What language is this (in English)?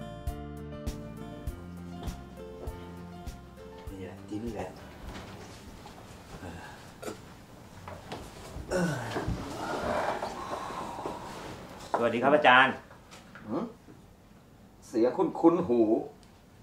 Thai